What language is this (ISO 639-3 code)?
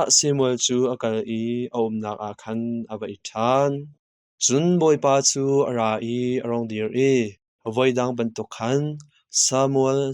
cnh